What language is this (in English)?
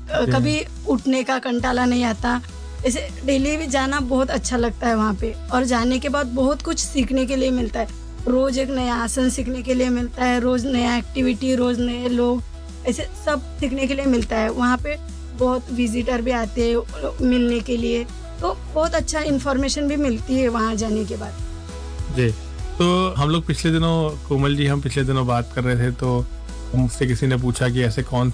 Hindi